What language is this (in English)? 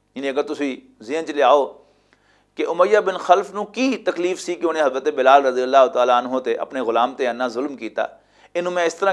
Western Panjabi